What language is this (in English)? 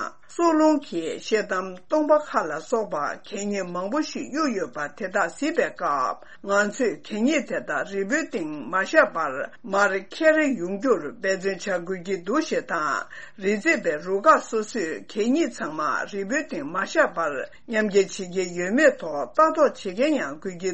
Tibetan